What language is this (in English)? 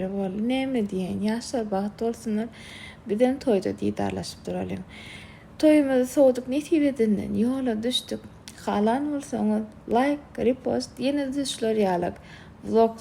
Turkmen